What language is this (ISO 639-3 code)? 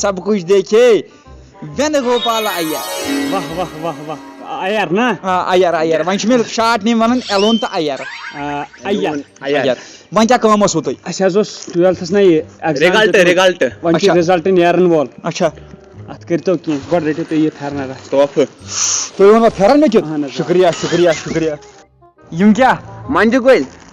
kas